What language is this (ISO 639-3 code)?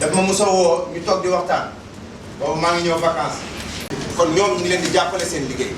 wol